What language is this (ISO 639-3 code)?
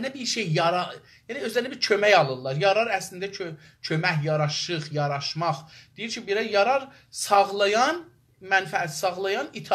azb